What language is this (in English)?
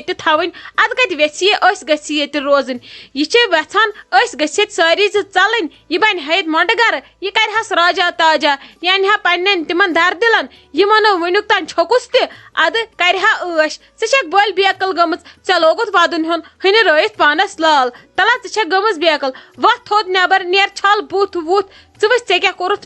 Kashmiri